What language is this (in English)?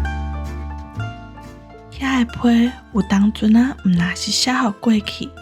Min Nan Chinese